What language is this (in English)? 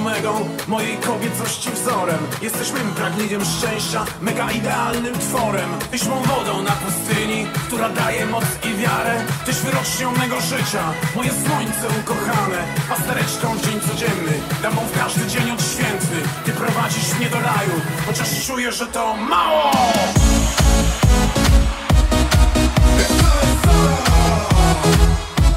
Polish